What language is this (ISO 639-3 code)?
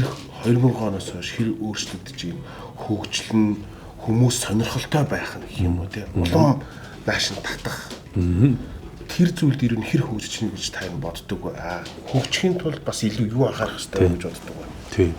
mon